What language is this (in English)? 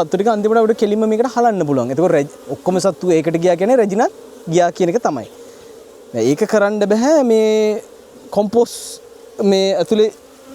Sinhala